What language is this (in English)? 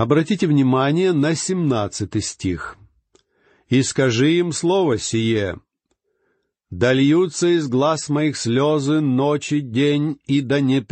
Russian